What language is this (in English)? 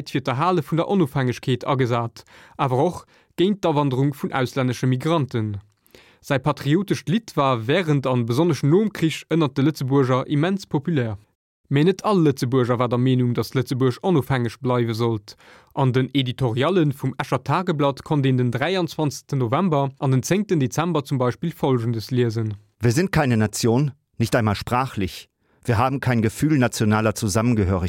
Luxembourgish